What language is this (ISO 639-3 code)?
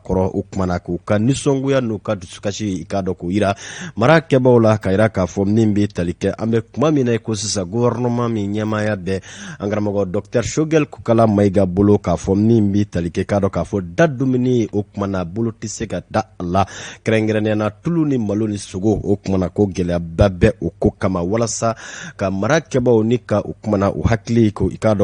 bam